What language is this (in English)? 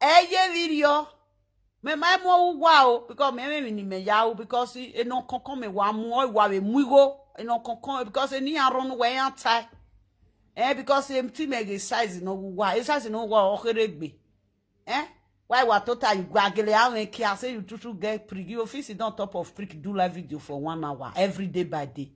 Nigerian Pidgin